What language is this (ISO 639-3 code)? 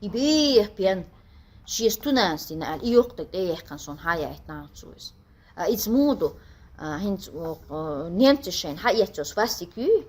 che